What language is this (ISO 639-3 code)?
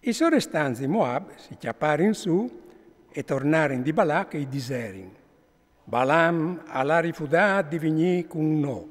fur